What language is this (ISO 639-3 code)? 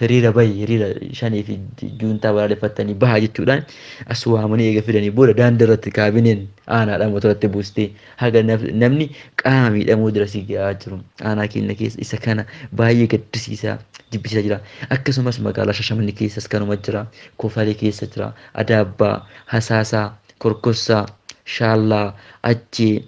orm